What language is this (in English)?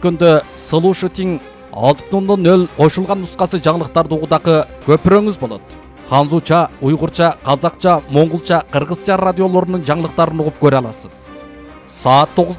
Kyrgyz